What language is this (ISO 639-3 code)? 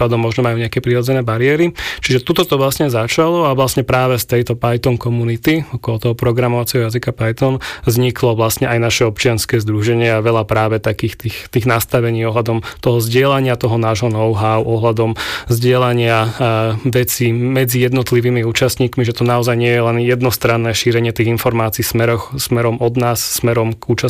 slk